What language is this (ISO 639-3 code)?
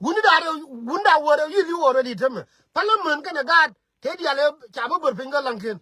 nus